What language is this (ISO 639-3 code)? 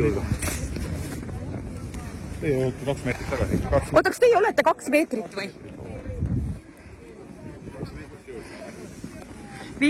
est